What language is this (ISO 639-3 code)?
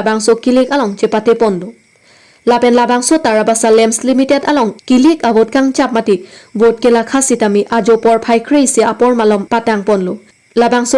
mjw